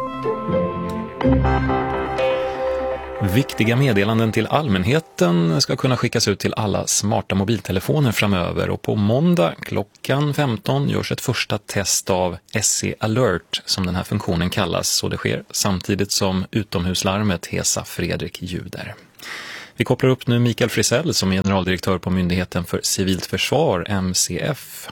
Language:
Swedish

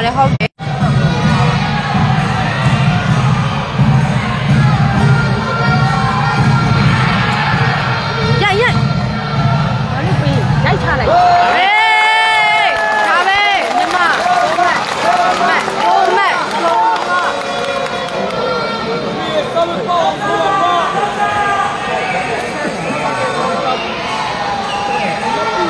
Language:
Burmese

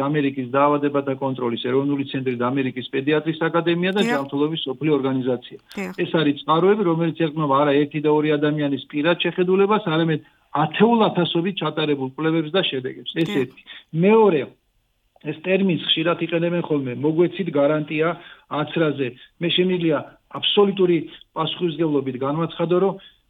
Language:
Georgian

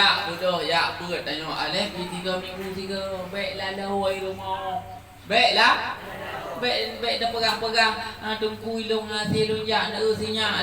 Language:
Achinese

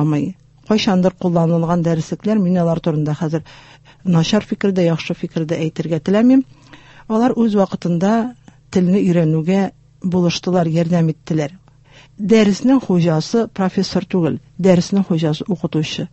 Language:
Tatar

